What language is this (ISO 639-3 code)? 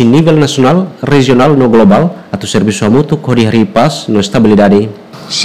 tet